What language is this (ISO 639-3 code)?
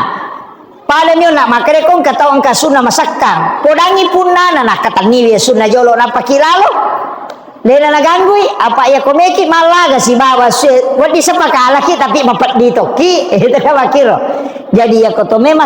bug